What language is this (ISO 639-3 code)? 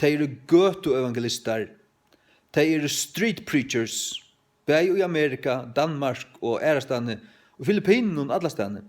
fao